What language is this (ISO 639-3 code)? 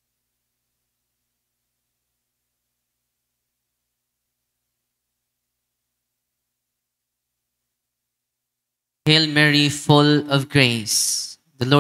fil